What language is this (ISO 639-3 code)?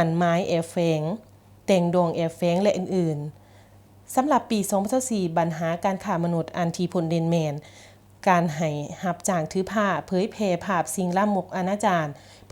lao